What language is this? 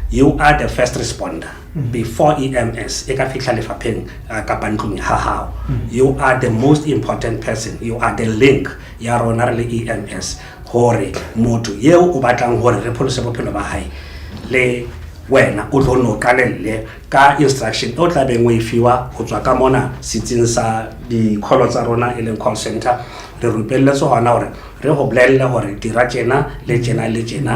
Southern Sotho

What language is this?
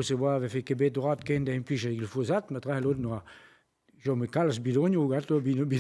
Breton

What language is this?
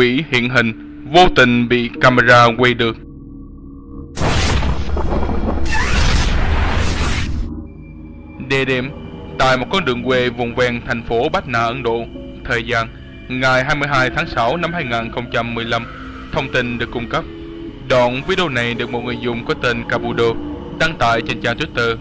Vietnamese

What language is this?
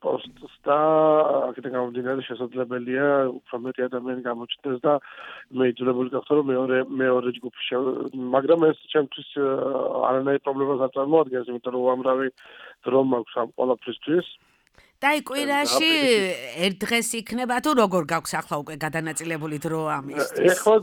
Georgian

